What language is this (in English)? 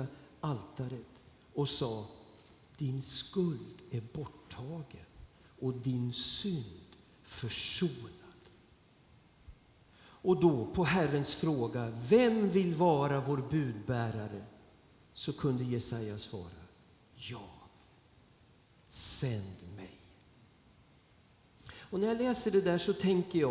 Swedish